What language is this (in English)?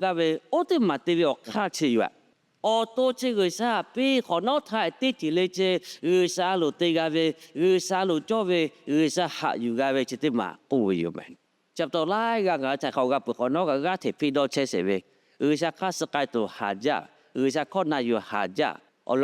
Lahu